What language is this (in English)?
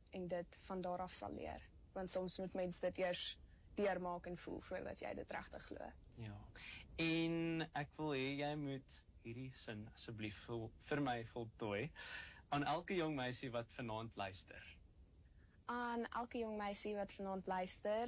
Afrikaans